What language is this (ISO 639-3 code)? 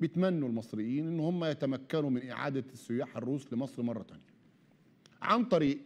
arz